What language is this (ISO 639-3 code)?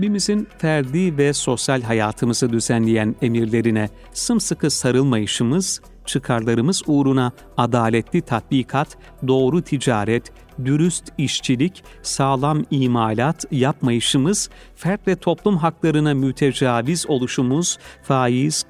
tur